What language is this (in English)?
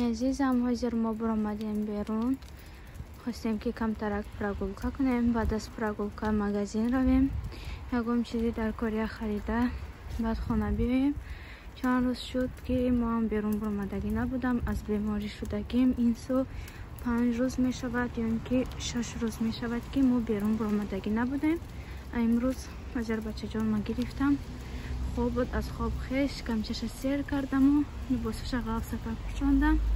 Tajik